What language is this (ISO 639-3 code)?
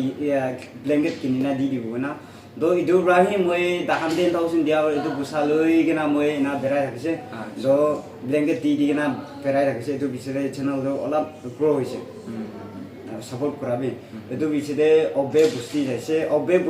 nag